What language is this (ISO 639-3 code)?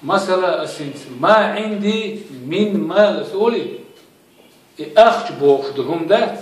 che